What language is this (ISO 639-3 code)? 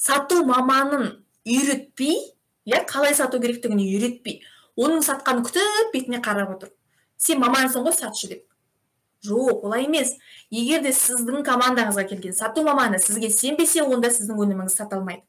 kaz